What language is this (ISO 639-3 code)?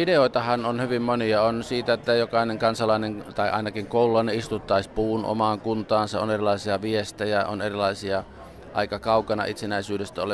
fin